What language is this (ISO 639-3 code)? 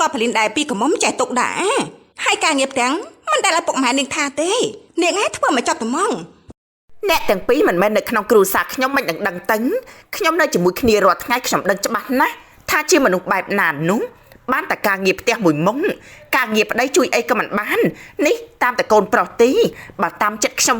khm